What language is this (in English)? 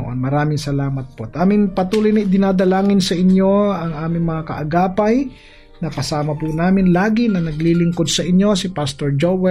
Filipino